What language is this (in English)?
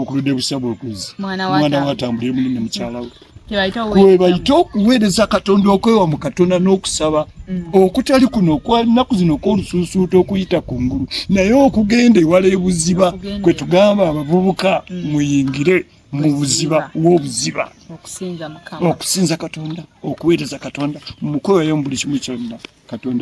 Ganda